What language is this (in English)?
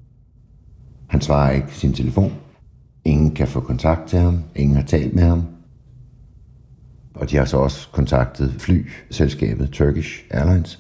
Danish